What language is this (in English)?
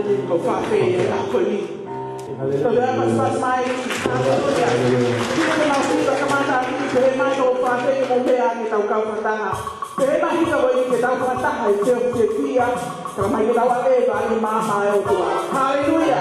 Tongan